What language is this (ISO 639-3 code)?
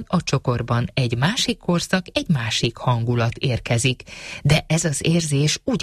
hun